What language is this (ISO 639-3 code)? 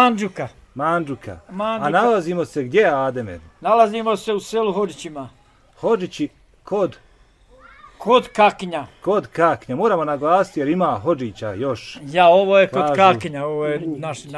bos